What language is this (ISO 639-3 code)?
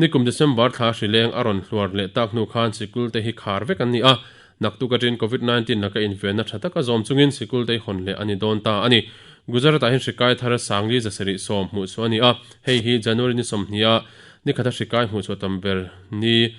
lus